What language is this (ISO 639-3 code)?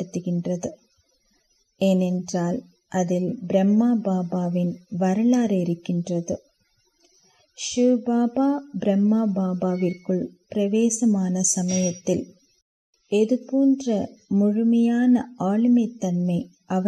tam